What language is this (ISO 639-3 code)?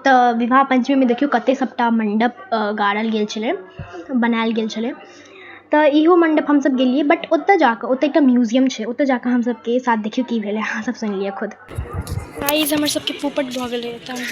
mai